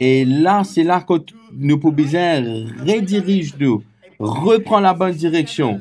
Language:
Morisyen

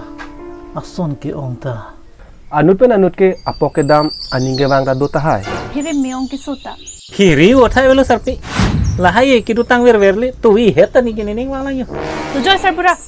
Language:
Karbi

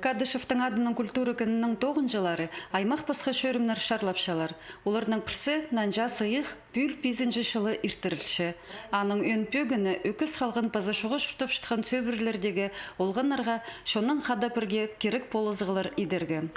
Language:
Khakas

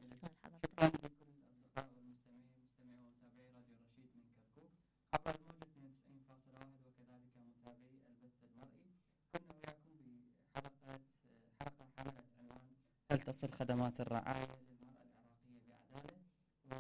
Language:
Mesopotamian Arabic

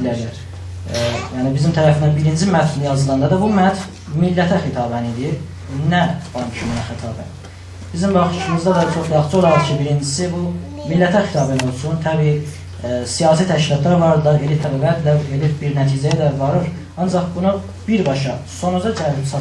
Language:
South Azerbaijani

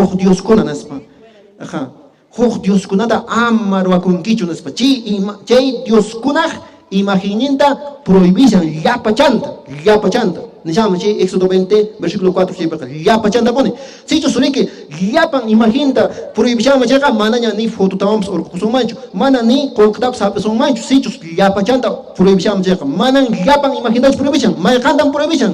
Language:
Quechua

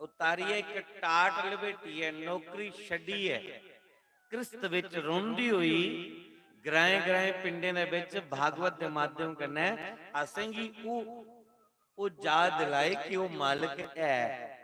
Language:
Dogri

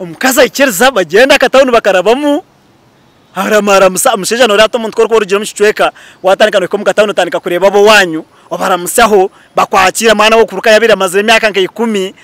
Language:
Nyankole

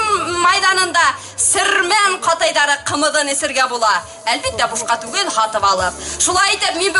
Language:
Bashkir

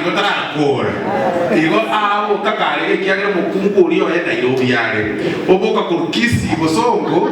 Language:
Gusii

